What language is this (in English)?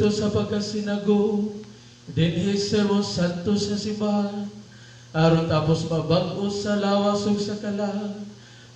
Cebuano